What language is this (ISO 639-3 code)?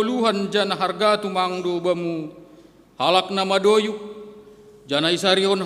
bts